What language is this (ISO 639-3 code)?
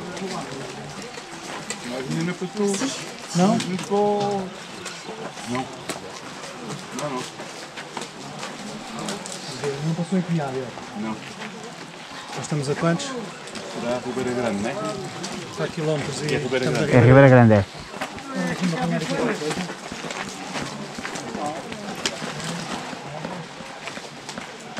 por